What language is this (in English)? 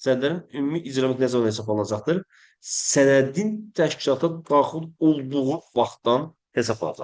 Azerbaijani